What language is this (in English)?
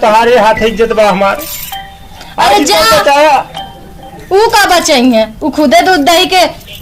Awadhi